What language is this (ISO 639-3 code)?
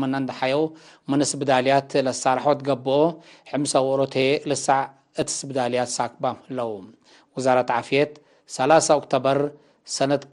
tig